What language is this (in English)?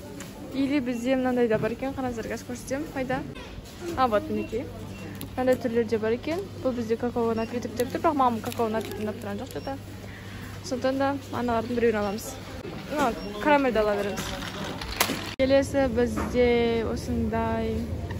Kazakh